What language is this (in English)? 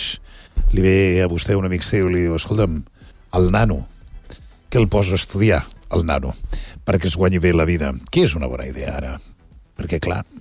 Catalan